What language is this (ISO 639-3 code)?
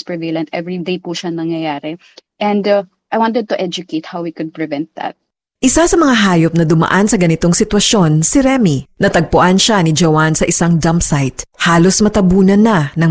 fil